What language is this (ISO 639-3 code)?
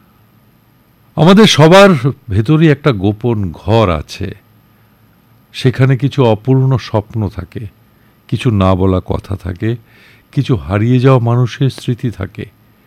ben